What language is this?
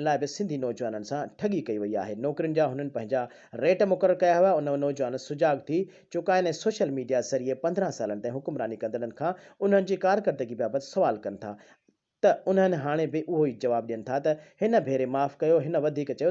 Sindhi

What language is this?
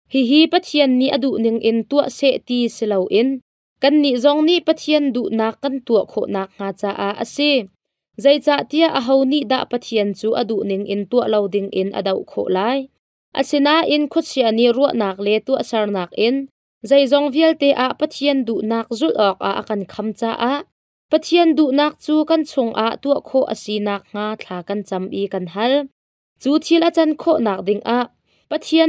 Hakha Chin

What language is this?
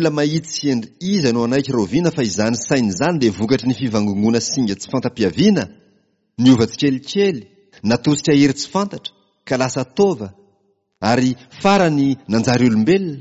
Malagasy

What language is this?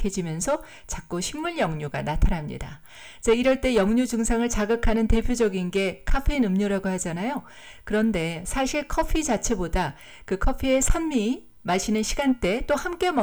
Korean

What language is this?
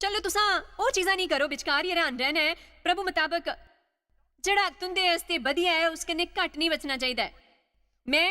Dogri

